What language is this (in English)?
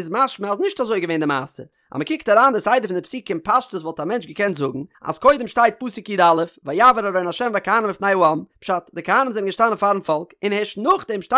Yiddish